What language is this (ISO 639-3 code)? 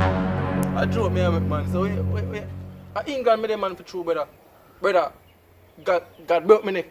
jam